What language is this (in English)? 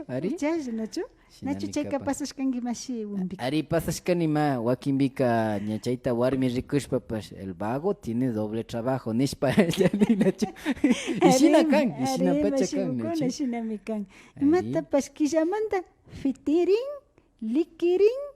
Imbabura Highland Quichua